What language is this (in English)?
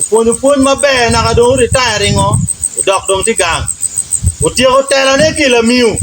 Acoli